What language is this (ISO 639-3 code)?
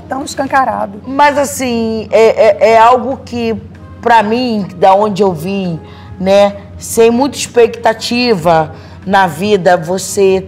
por